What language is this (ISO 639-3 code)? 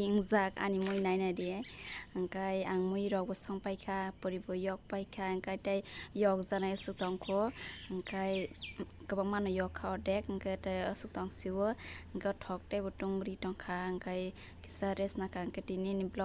trp